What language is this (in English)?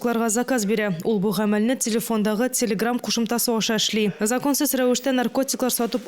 Tatar